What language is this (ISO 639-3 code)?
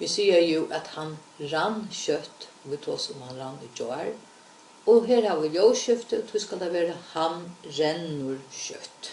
fao